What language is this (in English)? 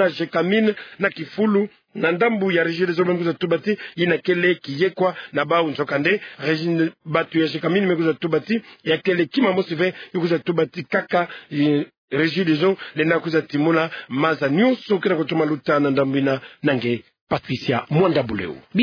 Kituba (Democratic Republic of Congo)